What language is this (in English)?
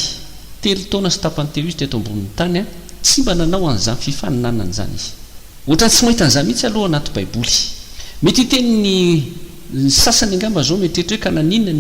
Malagasy